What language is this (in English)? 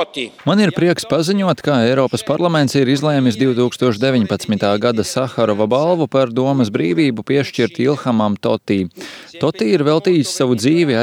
Latvian